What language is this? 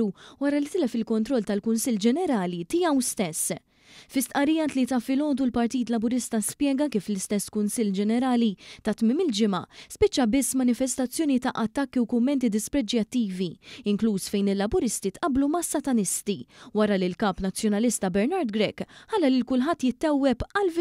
Maltese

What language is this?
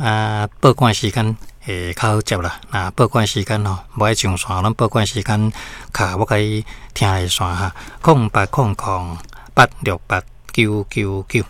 Min Nan Chinese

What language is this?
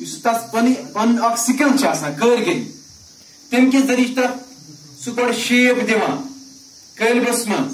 Kashmiri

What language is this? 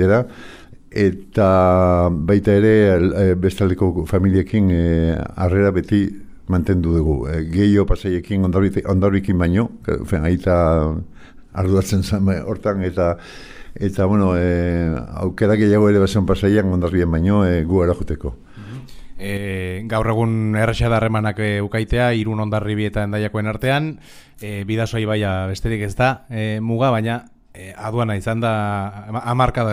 Basque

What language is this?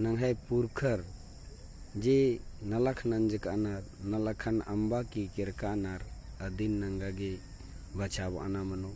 Kurukh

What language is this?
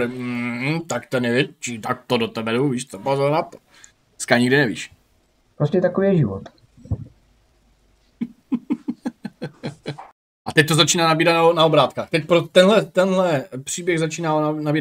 Czech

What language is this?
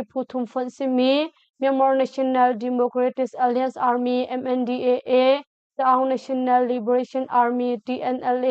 Hakha Chin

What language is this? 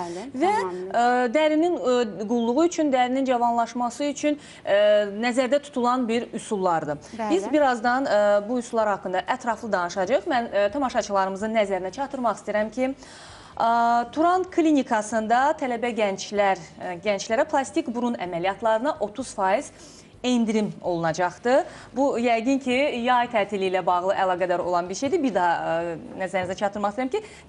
Azerbaijani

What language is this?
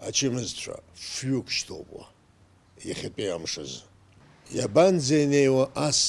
Abkhazian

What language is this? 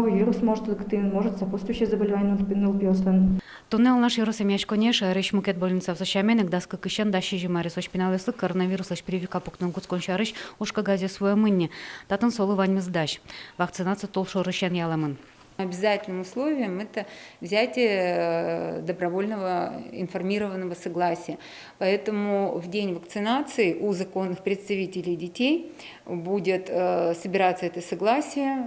Udmurt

